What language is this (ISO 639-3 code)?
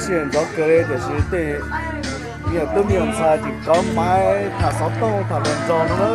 hmn